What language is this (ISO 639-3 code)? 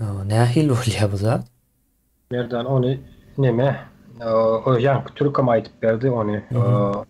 tuk